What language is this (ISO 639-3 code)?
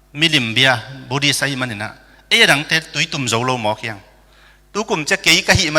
ctd